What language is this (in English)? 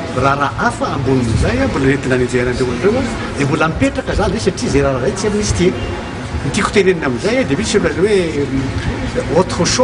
Malagasy